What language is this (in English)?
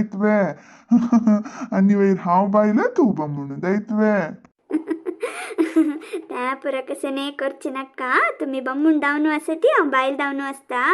Konkani